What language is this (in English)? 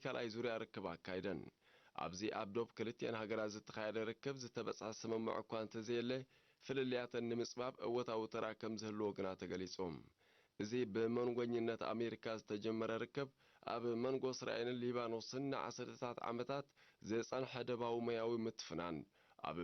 Tigrinya